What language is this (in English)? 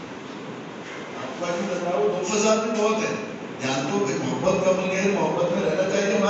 Urdu